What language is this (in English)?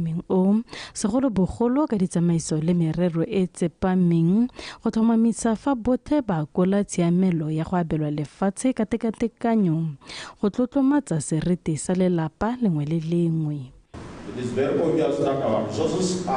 Tswana